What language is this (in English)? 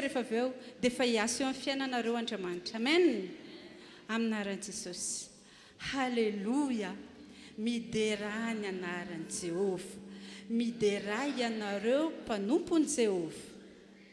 Malagasy